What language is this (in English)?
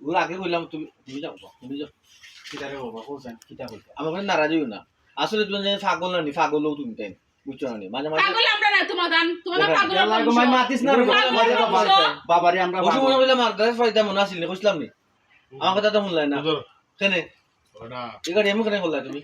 Sylheti